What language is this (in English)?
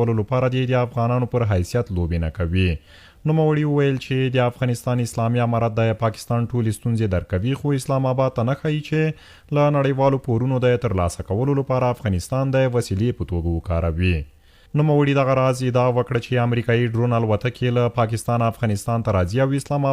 Pashto